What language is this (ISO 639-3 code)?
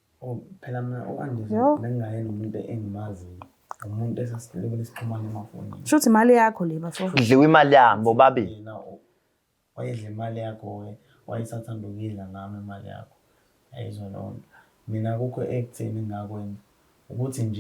zul